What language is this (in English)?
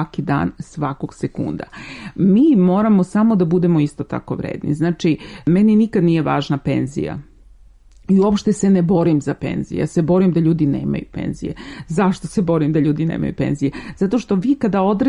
Serbian